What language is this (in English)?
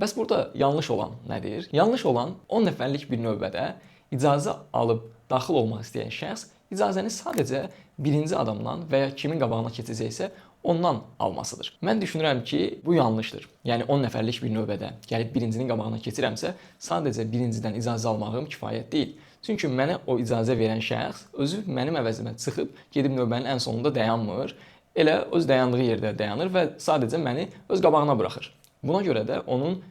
Azerbaijani